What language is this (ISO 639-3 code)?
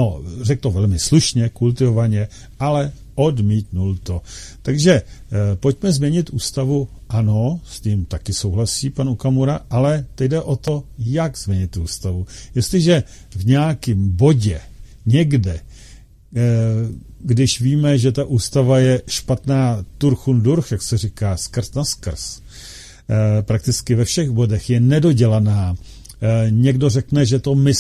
ces